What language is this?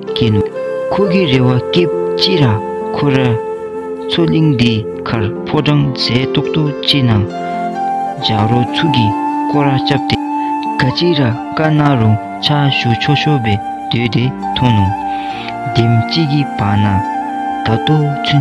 Dzongkha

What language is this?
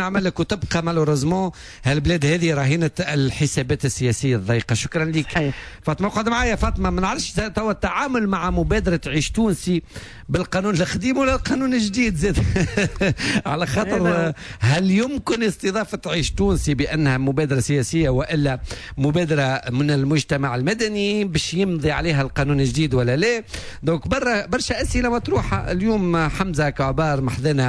Tunisian Arabic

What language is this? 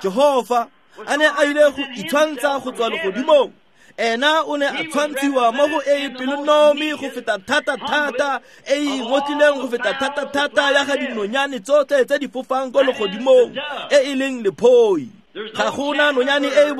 Tswana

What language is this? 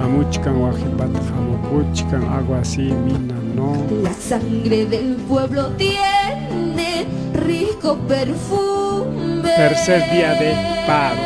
Ayacucho Quechua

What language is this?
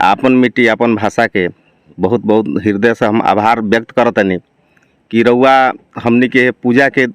Bhojpuri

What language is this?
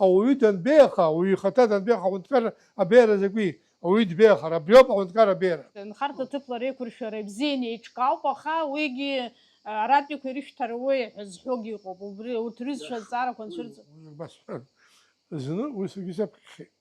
Abkhazian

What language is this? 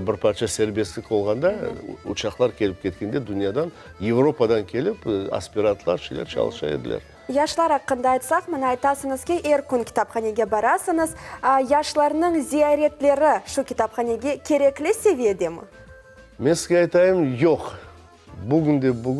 Crimean Tatar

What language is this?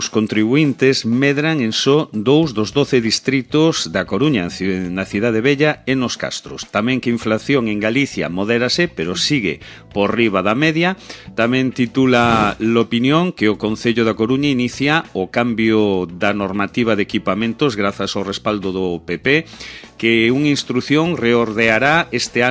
Galician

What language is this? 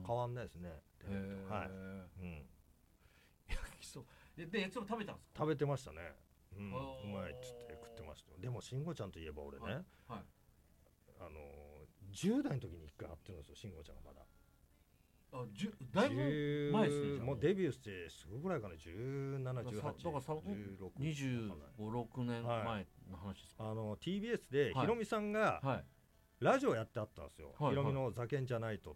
Japanese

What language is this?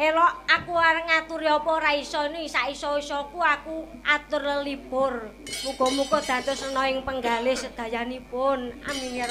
Javanese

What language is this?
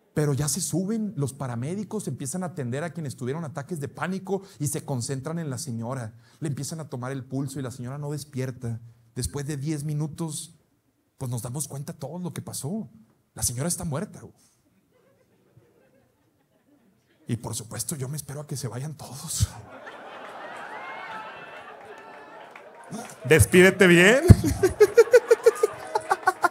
Spanish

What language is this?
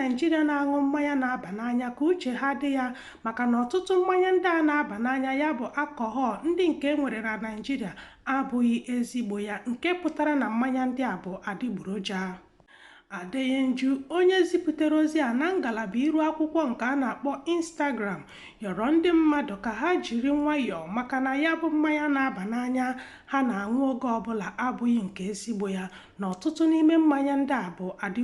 Igbo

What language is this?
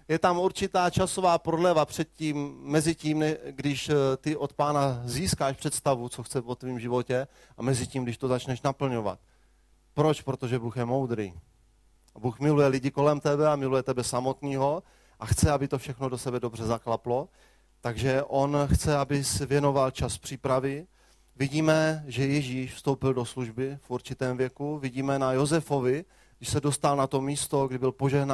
Czech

